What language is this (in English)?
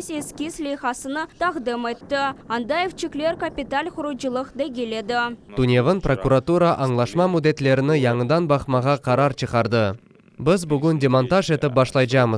Crimean Tatar